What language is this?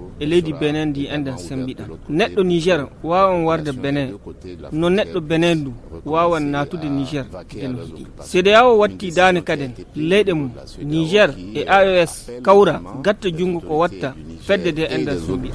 Fula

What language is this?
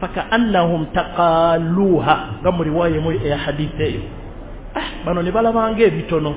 Ganda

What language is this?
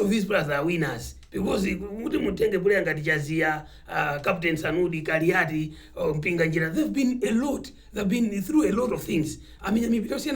Nyanja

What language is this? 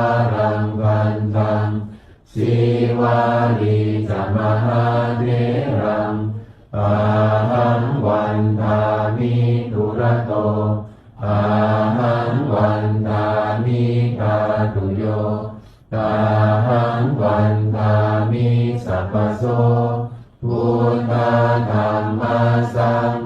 Pali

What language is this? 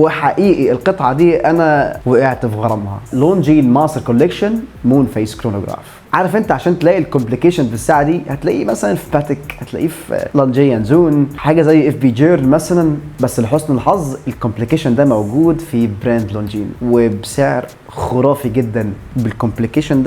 Egyptian Arabic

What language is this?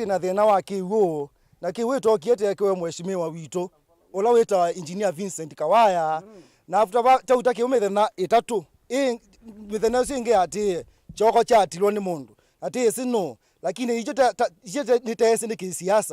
Kamba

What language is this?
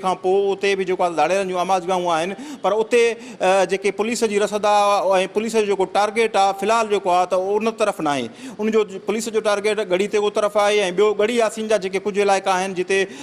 Sindhi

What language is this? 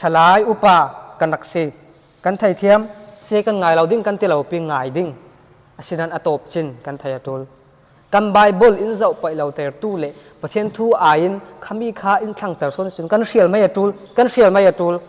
Falam Chin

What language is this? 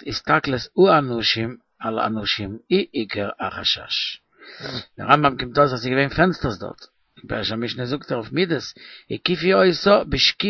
Yiddish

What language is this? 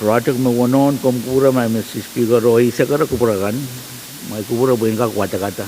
Pohnpeian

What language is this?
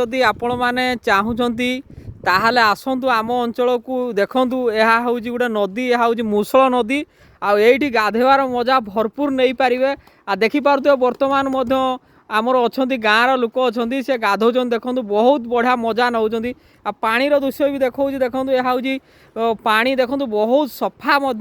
Odia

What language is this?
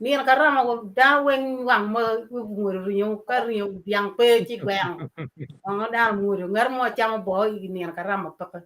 Acoli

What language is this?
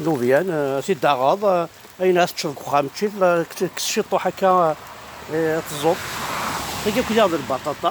Kabyle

